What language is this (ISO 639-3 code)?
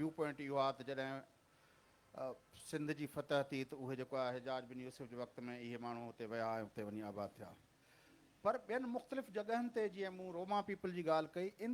snd